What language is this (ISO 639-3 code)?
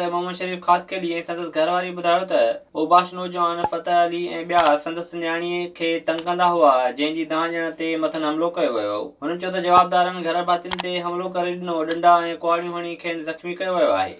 snd